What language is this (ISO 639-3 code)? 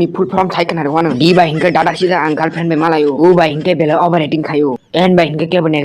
trp